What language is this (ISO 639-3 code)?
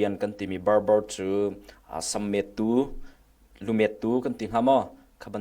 cnh